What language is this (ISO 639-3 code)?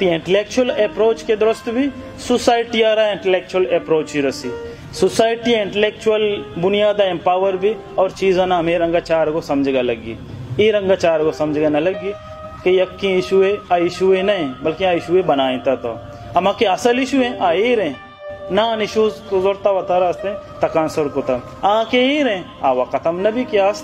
bal